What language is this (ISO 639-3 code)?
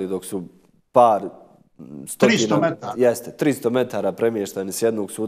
bos